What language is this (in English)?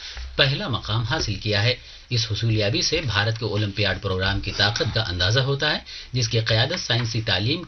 Urdu